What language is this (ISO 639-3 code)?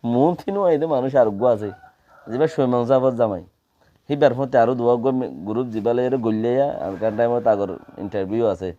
rhg